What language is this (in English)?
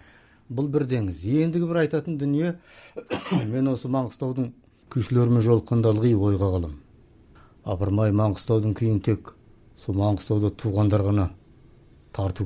Kazakh